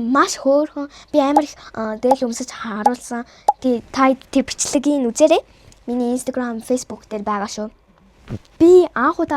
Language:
Mongolian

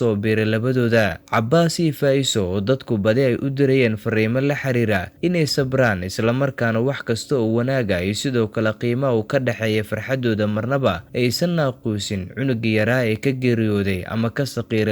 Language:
Somali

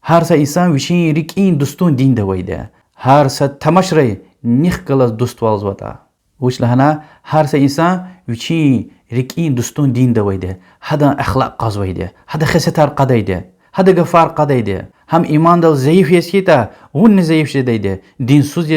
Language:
Lezghian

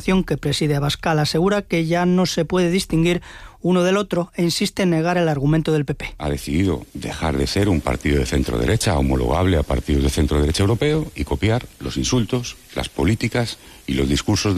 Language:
Spanish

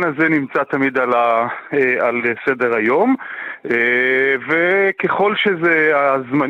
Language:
Hebrew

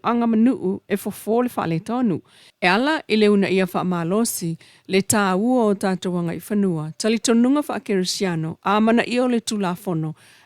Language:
Samoan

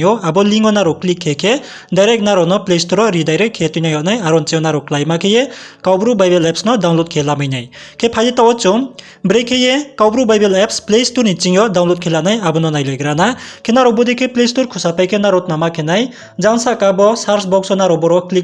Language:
Riang (India)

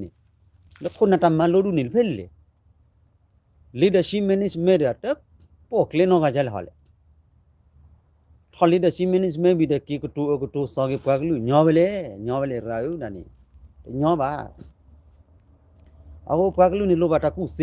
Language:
S'gaw Karen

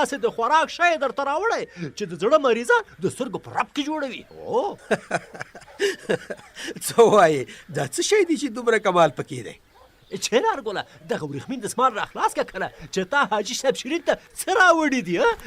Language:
Pashto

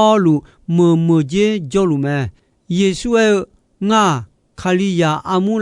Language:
Akha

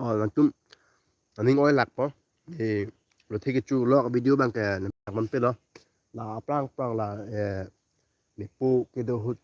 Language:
Karbi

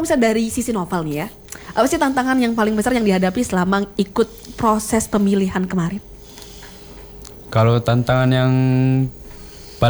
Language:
Indonesian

